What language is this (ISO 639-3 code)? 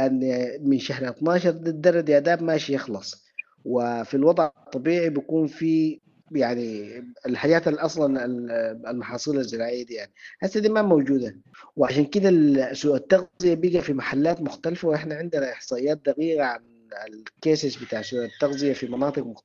apd